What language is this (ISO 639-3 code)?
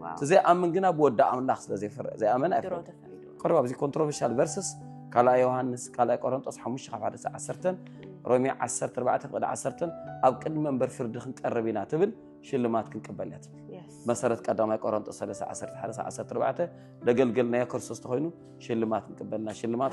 tir